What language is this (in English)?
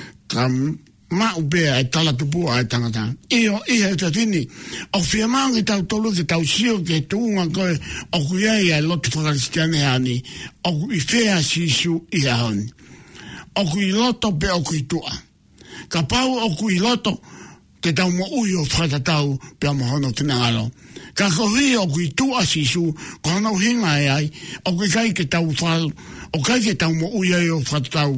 Tongan